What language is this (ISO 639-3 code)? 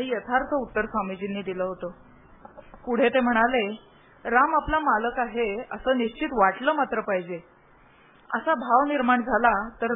mar